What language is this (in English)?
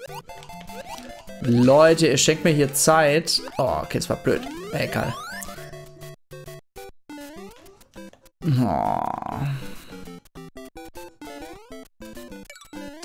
German